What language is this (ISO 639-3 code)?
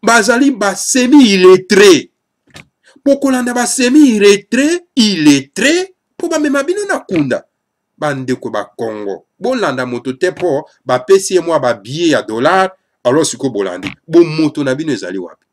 lin